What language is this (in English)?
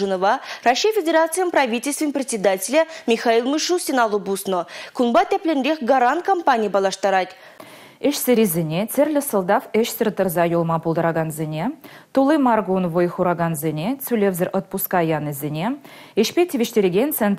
Chuvash